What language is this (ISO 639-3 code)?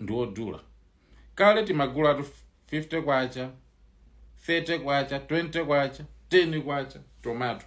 nya